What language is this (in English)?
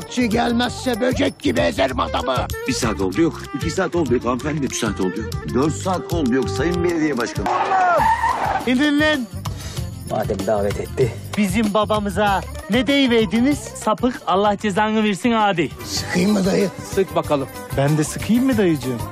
Turkish